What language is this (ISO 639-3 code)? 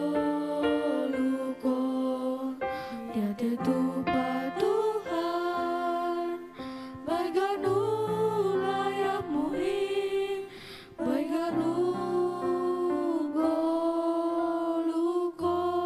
bts